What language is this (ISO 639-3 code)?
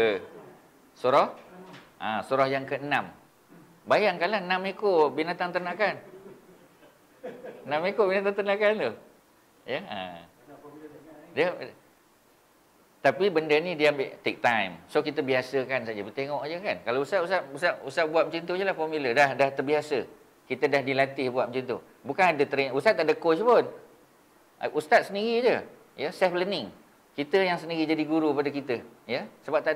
msa